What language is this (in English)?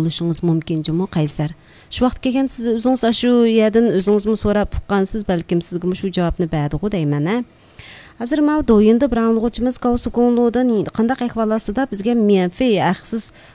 Uyghur